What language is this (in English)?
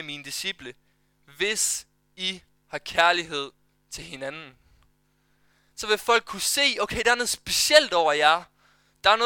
Danish